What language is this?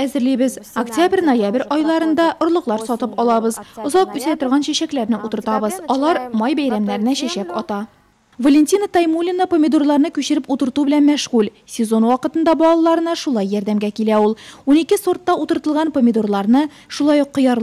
Tatar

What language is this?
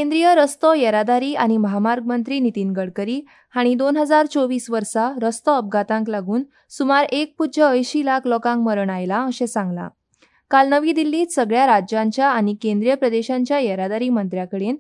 Konkani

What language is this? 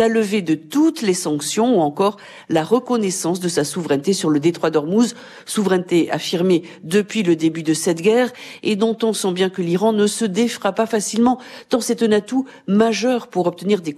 French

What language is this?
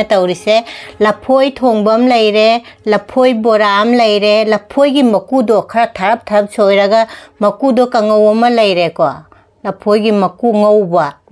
Manipuri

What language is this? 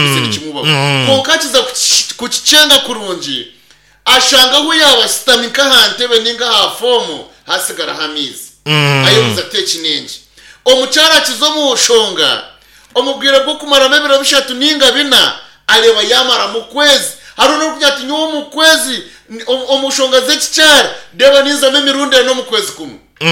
Nyankole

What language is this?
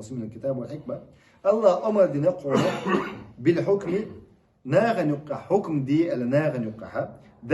Chechen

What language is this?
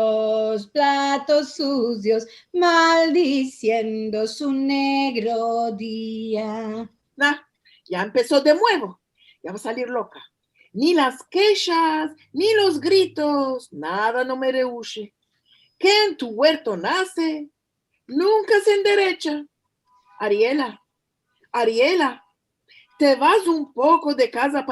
Ladino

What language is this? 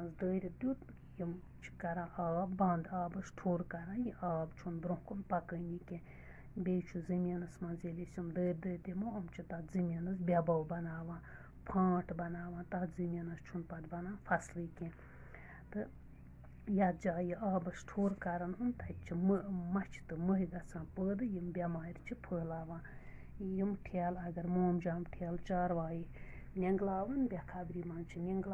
Kashmiri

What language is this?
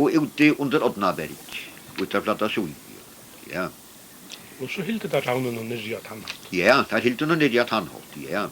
Faroese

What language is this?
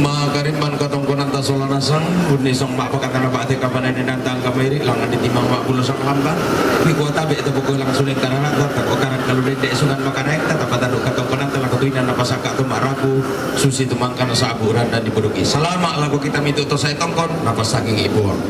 Toraja-Sa'dan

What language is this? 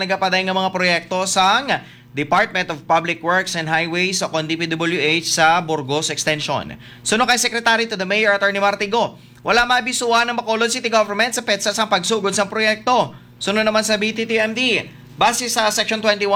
Hiligaynon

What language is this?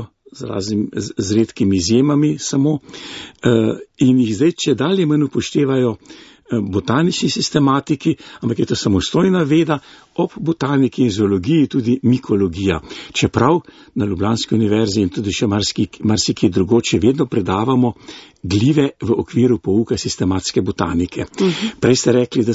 Slovenian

